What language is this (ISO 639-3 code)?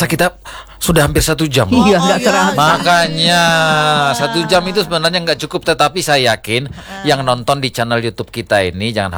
ind